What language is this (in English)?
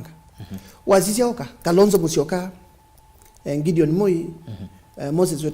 Kamba